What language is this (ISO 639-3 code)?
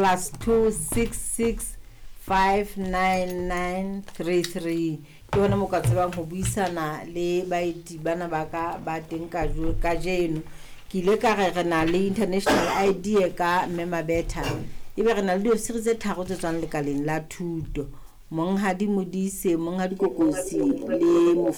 sot